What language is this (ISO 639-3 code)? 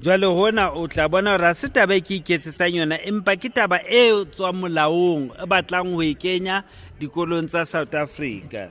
sot